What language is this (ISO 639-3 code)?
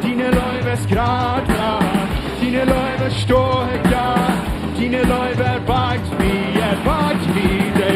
pdt